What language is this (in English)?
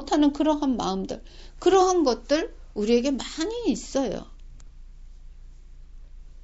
Korean